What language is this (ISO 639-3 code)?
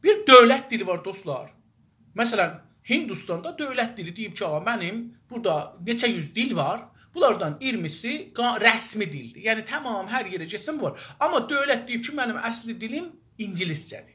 azb